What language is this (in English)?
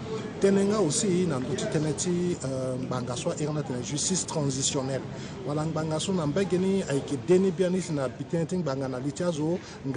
Sango